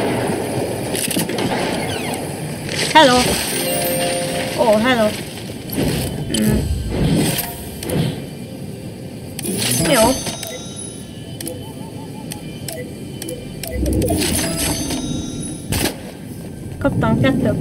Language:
Hungarian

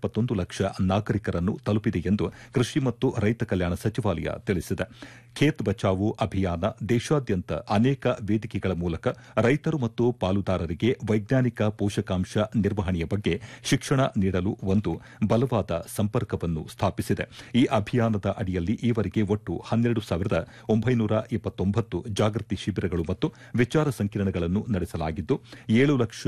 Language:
Kannada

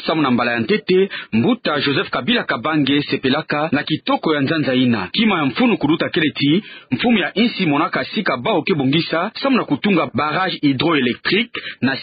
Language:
Kituba (Democratic Republic of Congo)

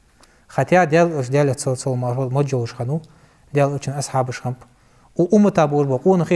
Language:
Ingush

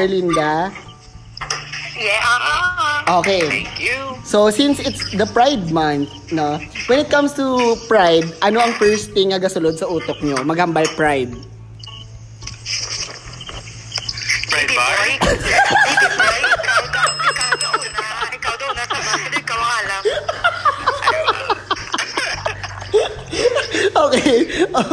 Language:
Filipino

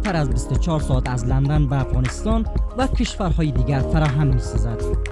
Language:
Persian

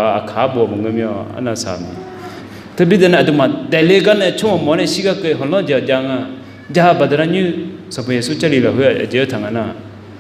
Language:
Akha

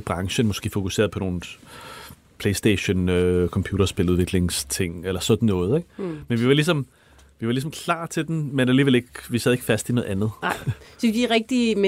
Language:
Danish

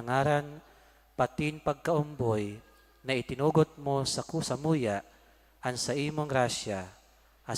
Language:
Bikol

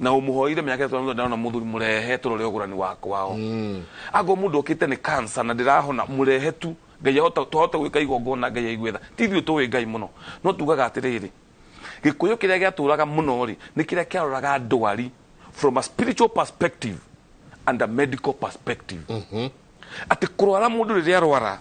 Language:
Kikuyu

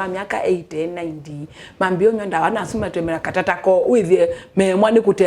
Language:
Kamba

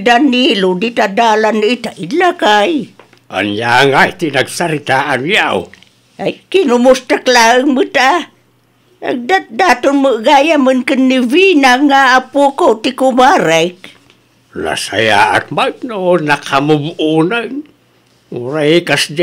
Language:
Iloko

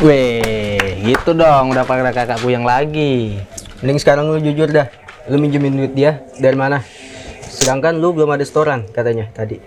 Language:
Betawi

